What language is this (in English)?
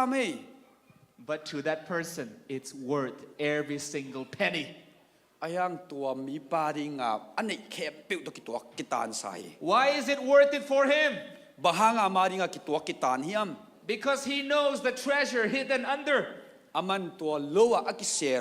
Tedim Chin